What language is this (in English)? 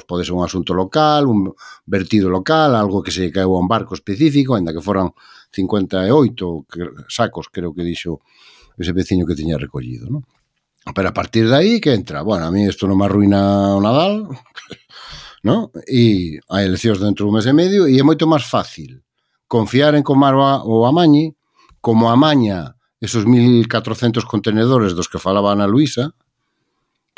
Galician